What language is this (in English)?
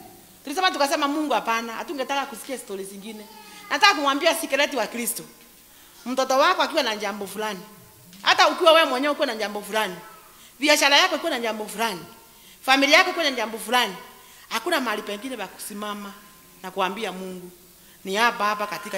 Swahili